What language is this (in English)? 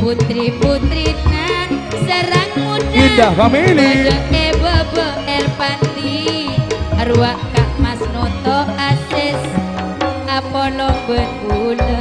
Madurese